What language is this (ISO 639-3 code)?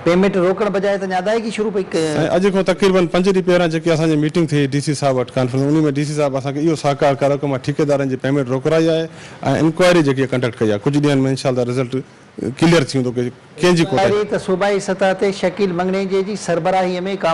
snd